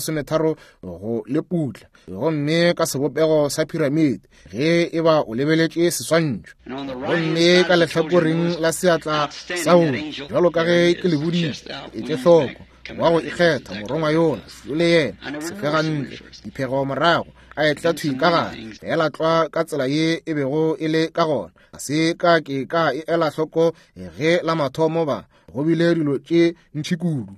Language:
Northern Sotho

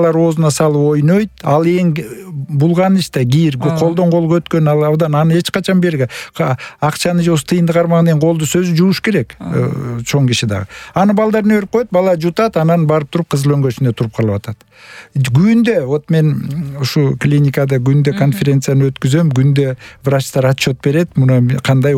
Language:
Kyrgyz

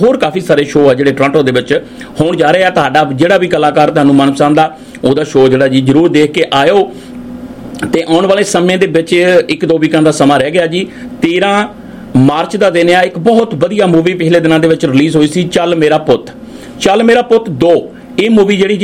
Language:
Punjabi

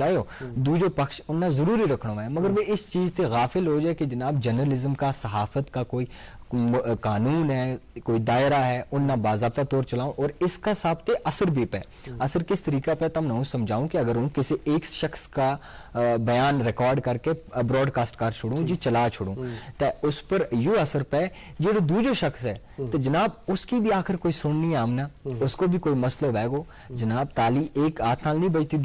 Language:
Gujari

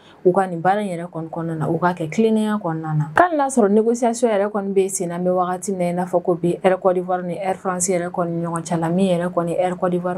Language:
Bambara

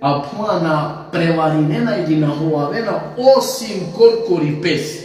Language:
Balkan Romani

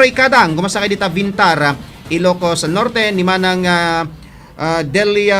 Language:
Iloko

